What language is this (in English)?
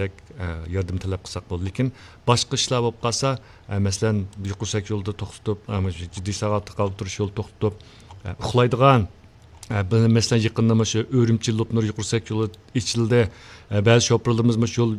Uyghur